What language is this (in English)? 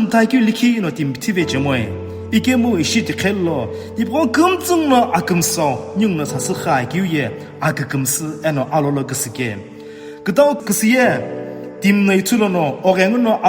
Sumi Naga